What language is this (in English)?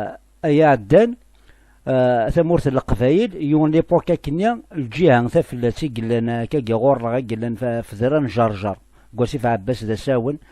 Kabyle